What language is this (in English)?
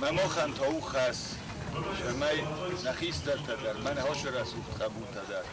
Ossetic